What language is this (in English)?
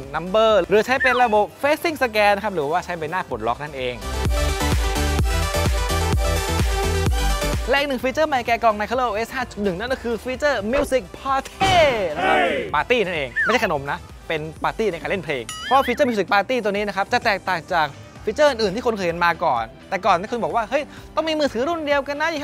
Thai